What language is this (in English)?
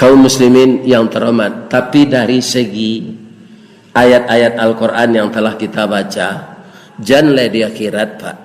Minangkabau